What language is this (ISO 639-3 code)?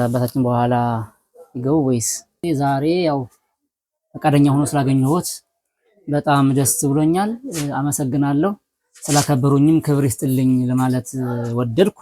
amh